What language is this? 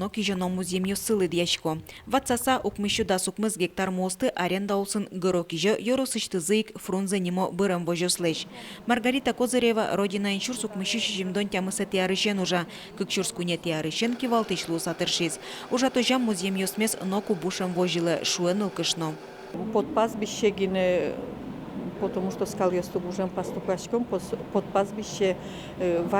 Udmurt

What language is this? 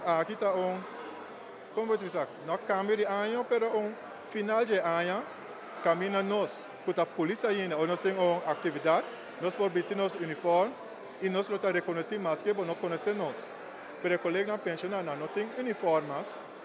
Papiamento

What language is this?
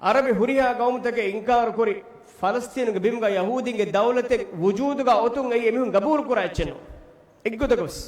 Divehi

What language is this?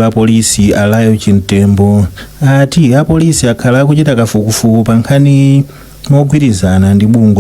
Nyanja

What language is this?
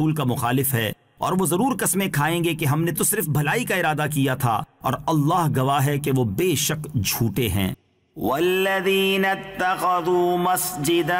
Urdu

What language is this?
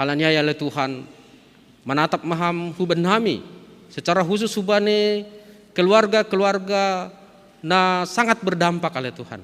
Batak Simalungun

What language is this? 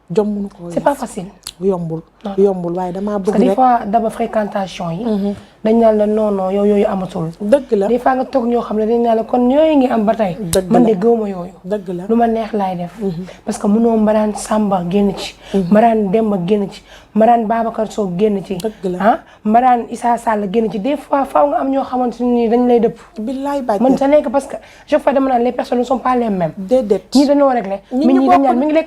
Wolof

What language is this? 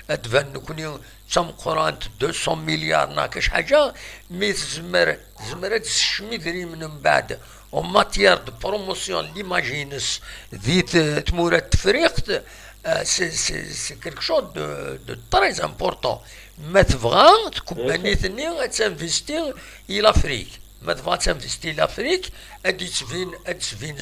Kabyle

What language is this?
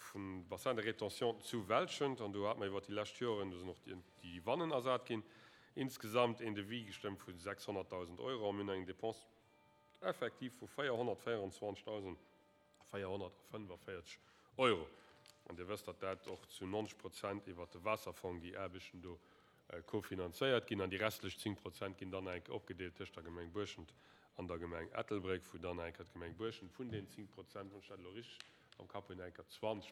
Luxembourgish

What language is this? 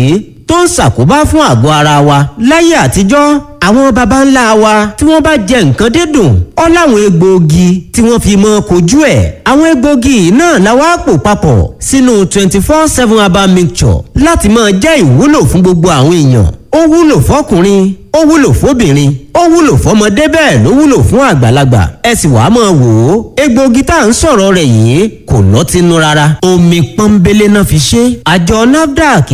Yoruba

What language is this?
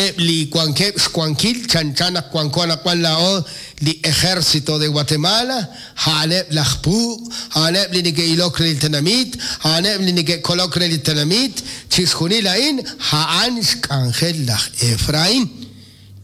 Kekchí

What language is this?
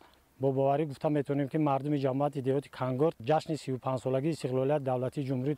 Tajik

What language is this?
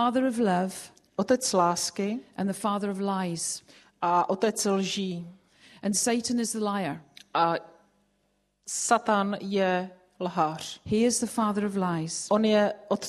Czech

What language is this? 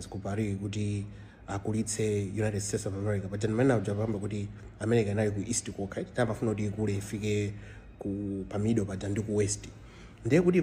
Nyanja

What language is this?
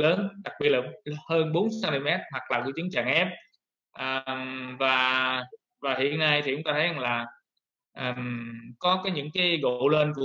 Vietnamese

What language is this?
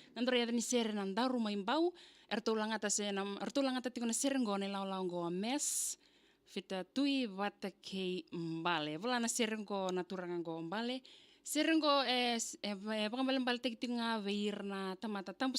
Fijian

